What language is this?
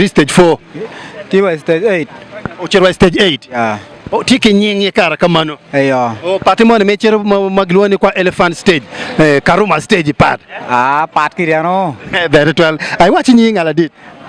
Acoli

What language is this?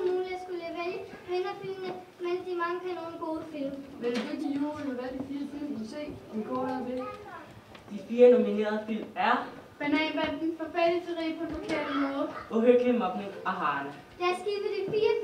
Danish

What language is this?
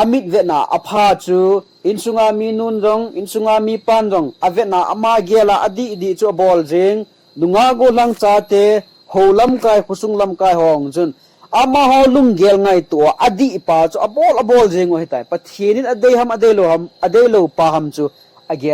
Thado Chin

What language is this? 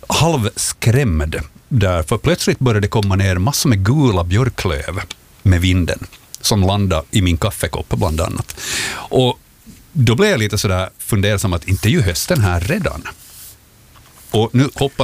Swedish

